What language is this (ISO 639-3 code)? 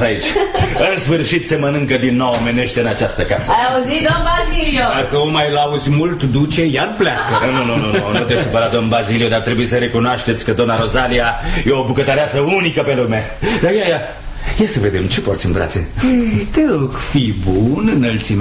ron